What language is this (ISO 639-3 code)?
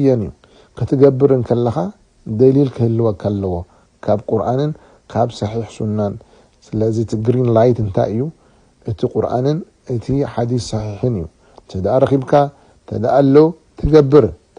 tir